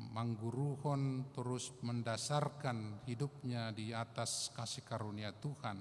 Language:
Batak Simalungun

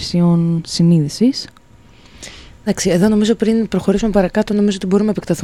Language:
Greek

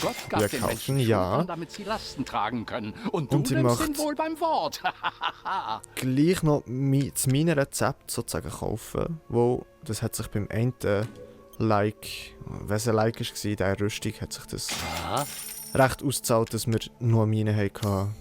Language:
Swiss German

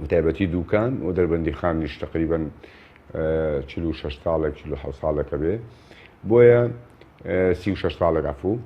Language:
Central Kurdish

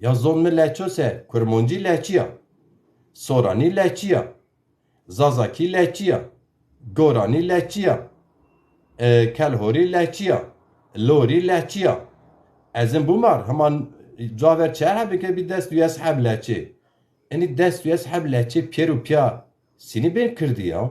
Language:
Zaza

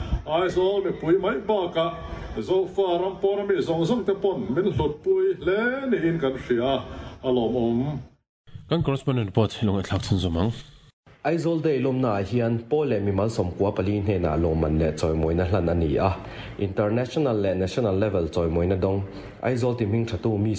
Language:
Mizo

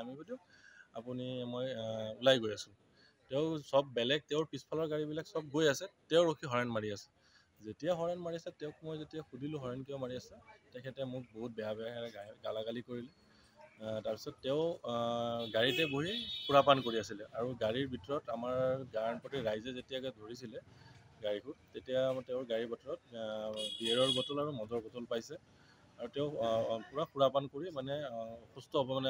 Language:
Assamese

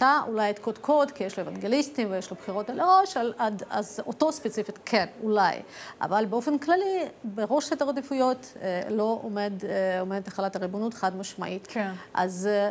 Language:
Hebrew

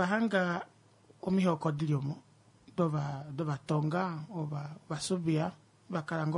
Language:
Kuanyama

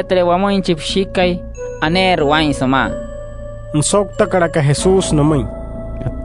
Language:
Wayuu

